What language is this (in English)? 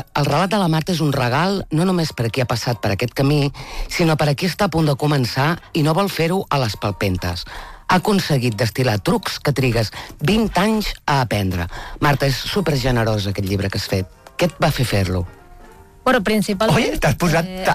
Catalan